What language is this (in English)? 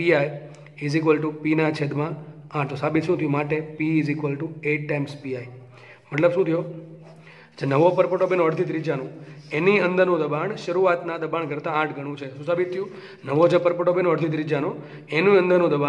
Gujarati